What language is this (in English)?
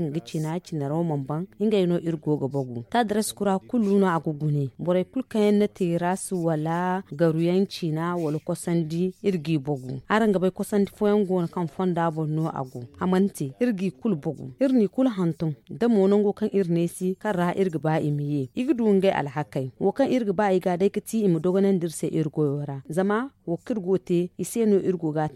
Zarma